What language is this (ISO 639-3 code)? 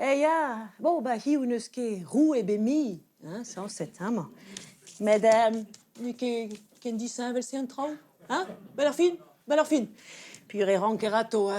bre